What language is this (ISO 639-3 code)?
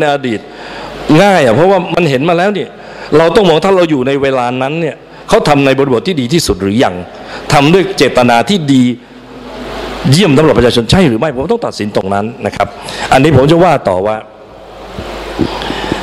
tha